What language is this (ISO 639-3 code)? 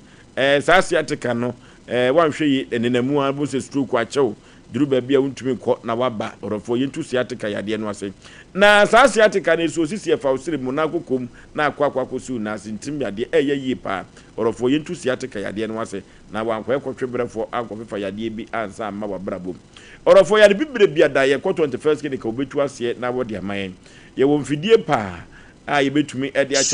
aka